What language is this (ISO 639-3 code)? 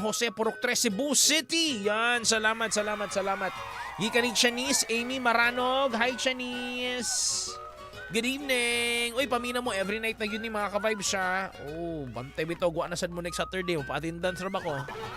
ceb